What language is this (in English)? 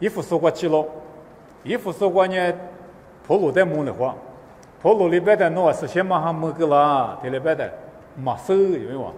Lisu